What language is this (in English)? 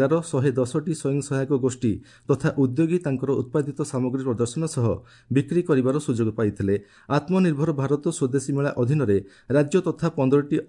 Odia